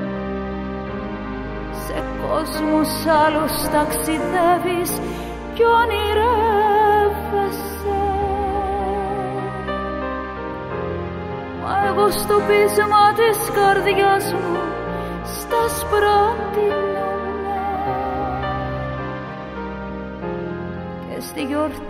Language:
Greek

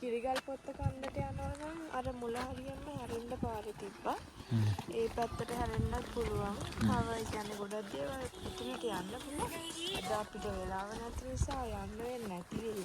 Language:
Sinhala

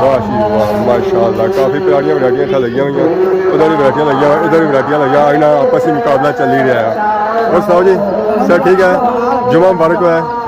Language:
Pahari-Potwari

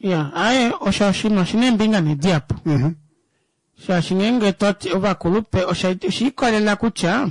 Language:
Kuanyama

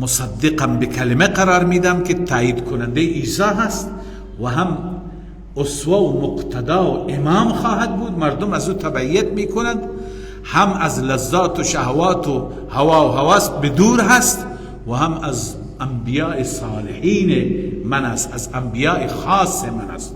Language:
Persian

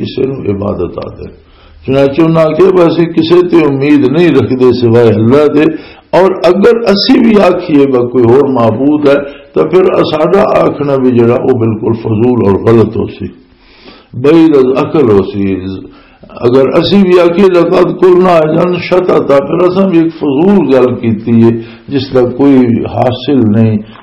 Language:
Western Panjabi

